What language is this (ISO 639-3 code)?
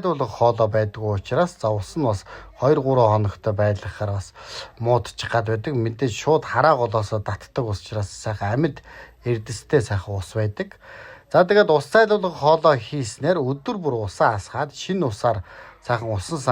mon